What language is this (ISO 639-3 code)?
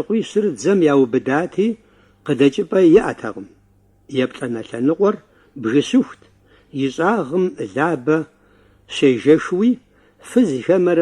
kbd